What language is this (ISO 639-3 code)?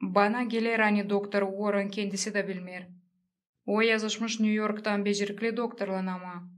gag